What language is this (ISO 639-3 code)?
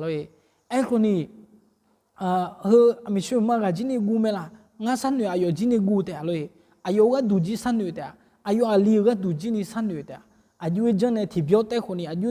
ahk